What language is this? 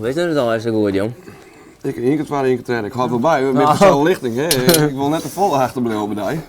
Western Frisian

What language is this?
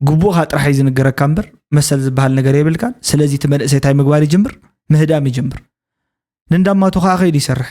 Tigrinya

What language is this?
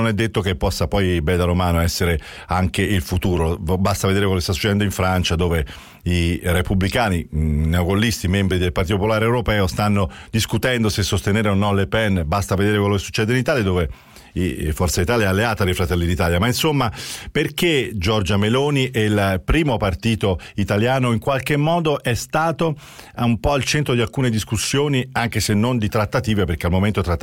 Italian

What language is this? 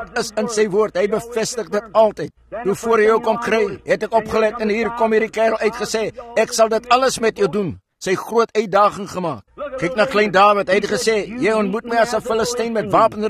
Afrikaans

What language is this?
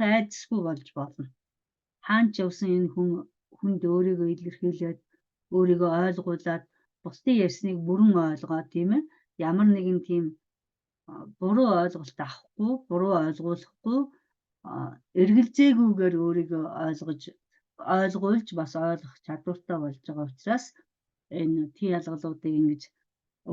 Mongolian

